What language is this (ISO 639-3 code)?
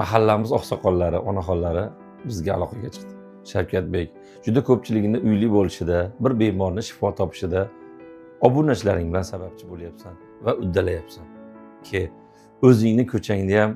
uzb